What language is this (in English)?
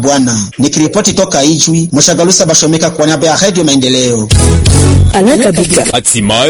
Swahili